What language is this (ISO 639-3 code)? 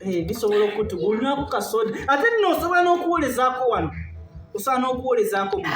lug